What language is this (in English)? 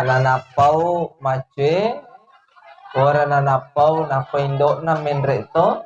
Buginese